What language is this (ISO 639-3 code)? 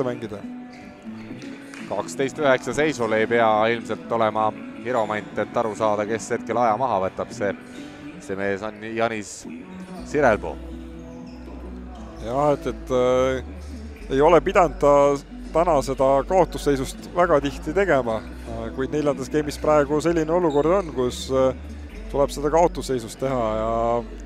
est